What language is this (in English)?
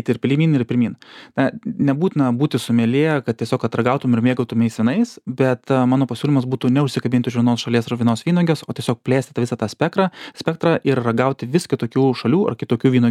Lithuanian